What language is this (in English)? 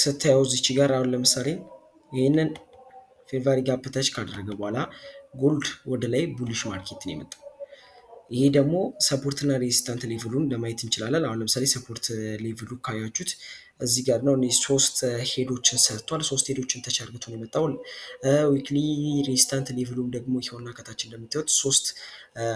Amharic